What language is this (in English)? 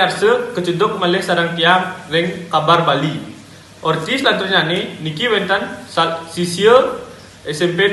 Balinese